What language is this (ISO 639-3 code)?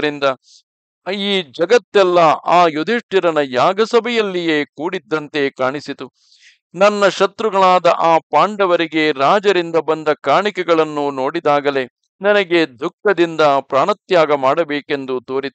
kan